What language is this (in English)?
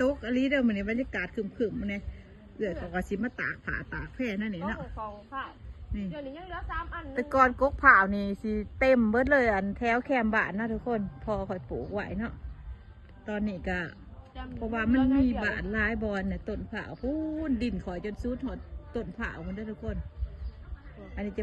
Lao